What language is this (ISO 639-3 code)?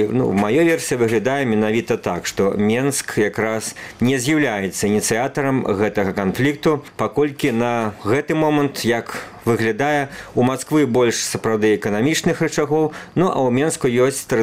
bel